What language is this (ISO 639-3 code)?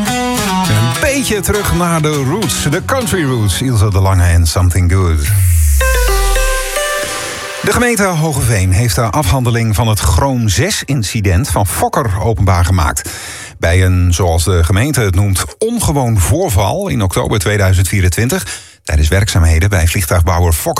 nld